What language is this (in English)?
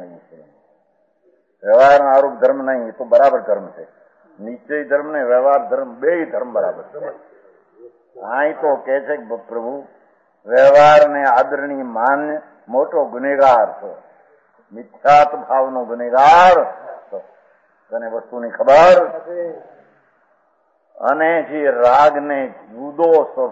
Gujarati